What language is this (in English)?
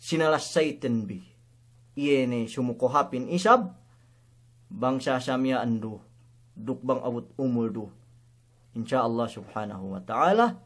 Yakan